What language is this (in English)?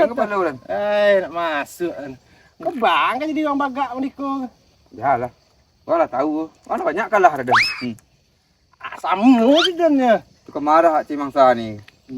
Minangkabau